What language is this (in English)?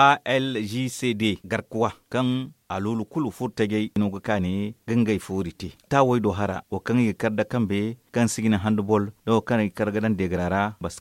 Zarma